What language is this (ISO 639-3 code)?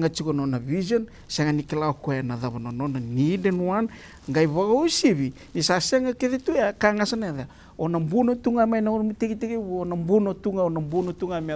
fij